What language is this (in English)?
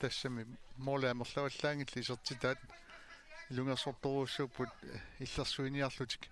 Kalaallisut